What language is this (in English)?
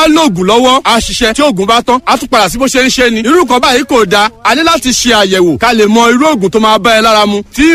Yoruba